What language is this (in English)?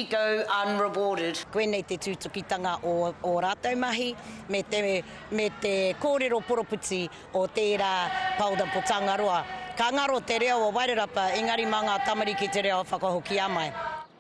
Māori